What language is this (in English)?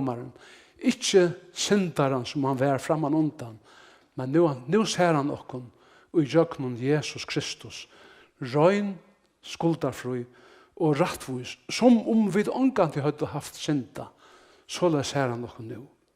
Faroese